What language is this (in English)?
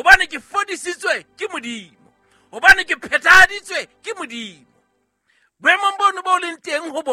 Southern Sotho